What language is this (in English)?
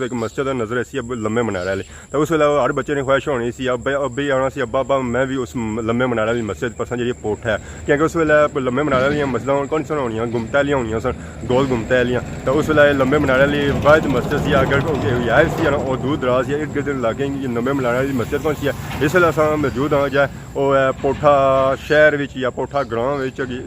Pahari-Potwari